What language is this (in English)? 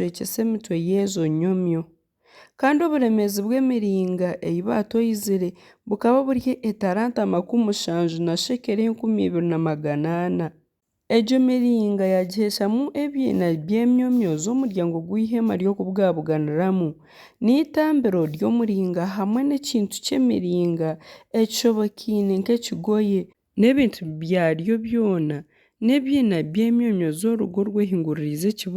Nyankole